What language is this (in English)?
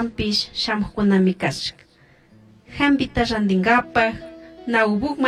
Chimborazo Highland Quichua